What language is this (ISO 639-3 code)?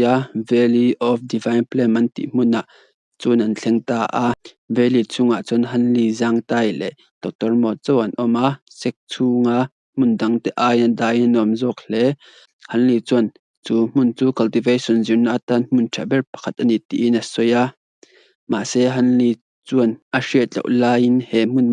lus